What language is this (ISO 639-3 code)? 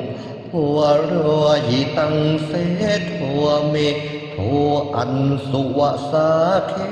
pli